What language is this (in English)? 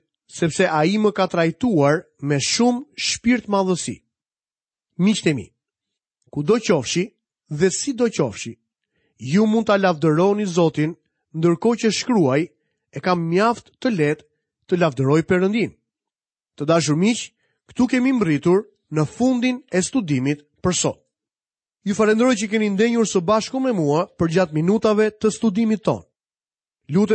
Albanian